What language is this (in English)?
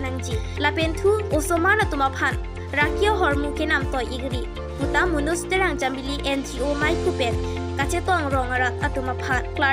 Karbi